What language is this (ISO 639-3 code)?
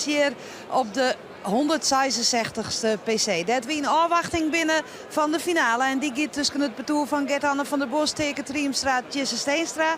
fry